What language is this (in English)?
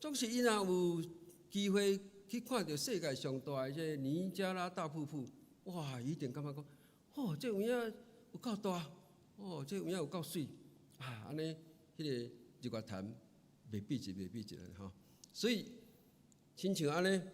Min Nan Chinese